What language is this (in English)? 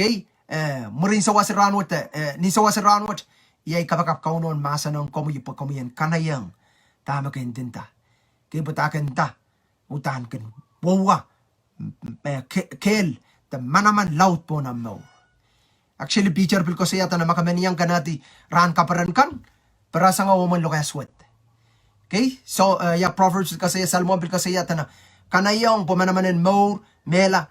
Pohnpeian